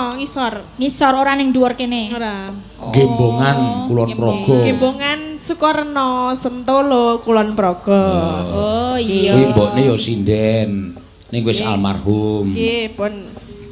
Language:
Javanese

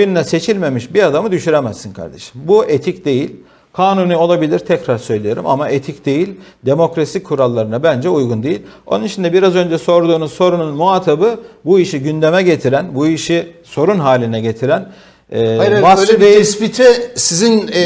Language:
Turkish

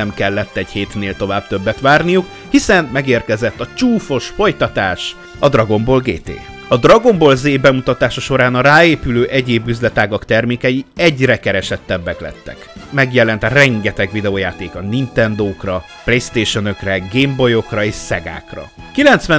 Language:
Hungarian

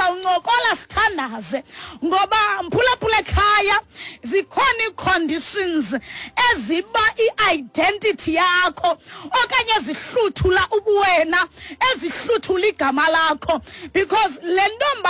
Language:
Xhosa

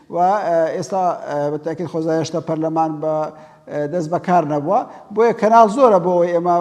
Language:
Central Kurdish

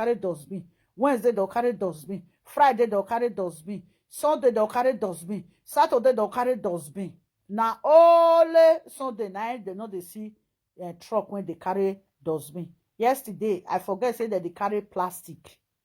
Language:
Nigerian Pidgin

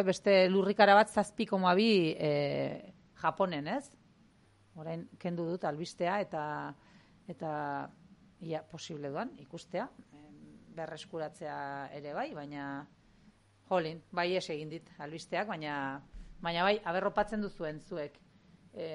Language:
Basque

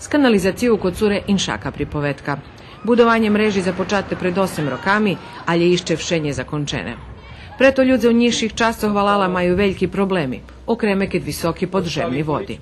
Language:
Rusyn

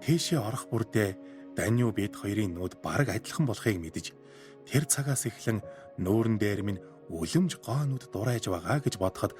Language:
Mongolian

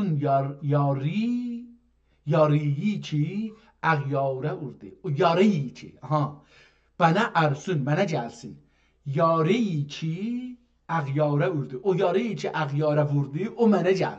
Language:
South Azerbaijani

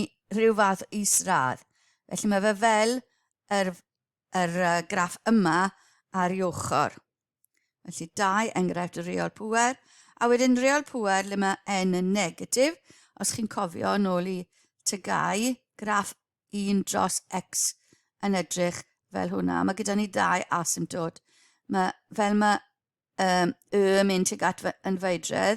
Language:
Welsh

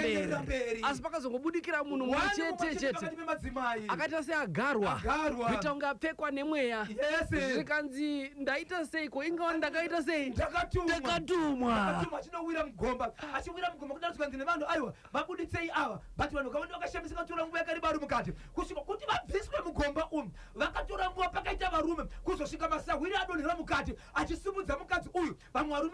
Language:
Shona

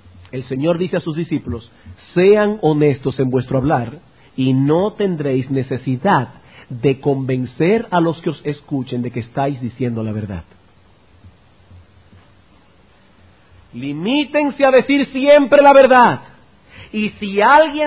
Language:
Spanish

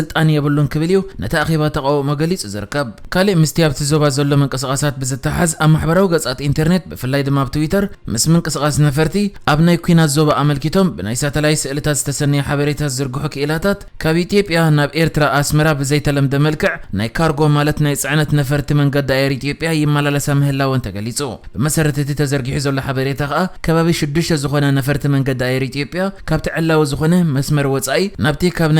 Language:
Tigrinya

